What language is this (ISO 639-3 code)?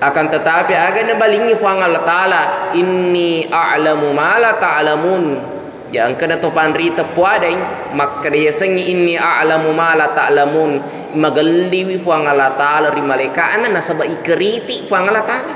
bug